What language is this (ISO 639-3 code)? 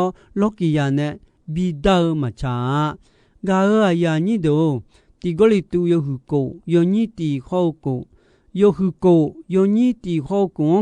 ahk